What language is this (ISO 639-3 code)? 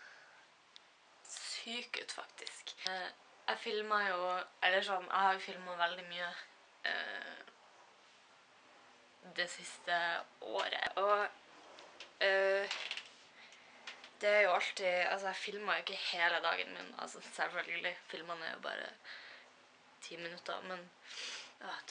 nor